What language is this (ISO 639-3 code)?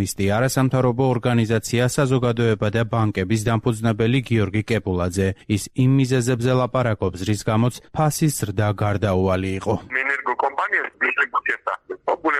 kat